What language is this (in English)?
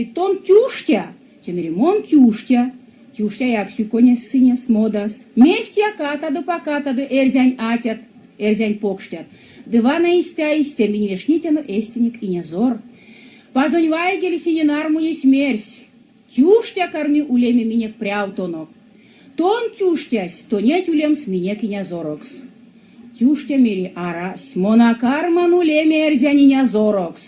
Erzya